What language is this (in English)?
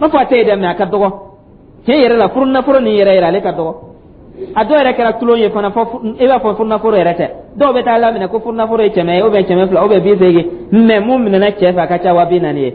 Dyula